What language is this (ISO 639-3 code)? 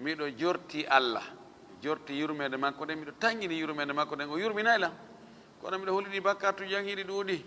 ful